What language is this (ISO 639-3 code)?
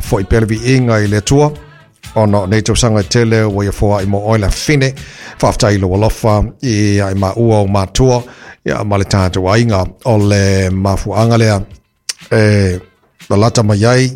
smo